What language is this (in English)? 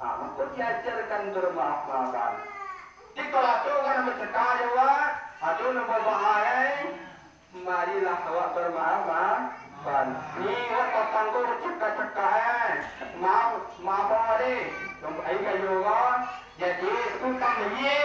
Minangkabau